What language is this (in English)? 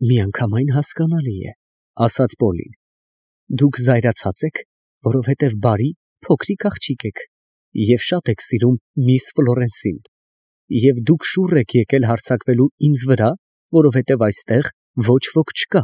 Armenian